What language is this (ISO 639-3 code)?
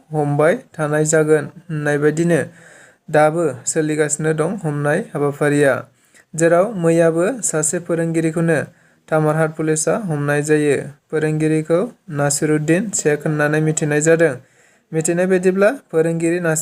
brx